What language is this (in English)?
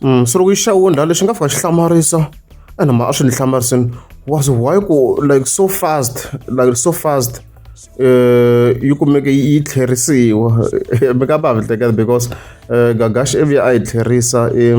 Tsonga